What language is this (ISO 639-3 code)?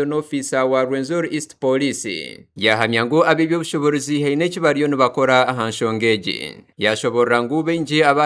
nyn